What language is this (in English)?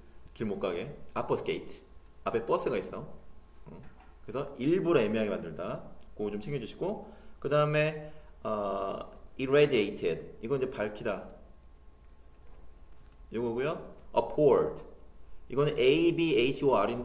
Korean